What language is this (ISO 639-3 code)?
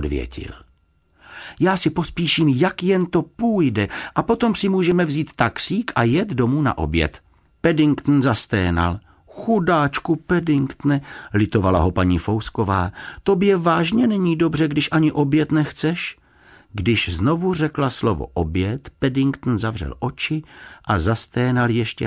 ces